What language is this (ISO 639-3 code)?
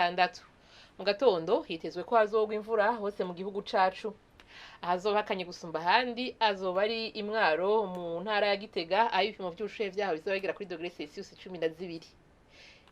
run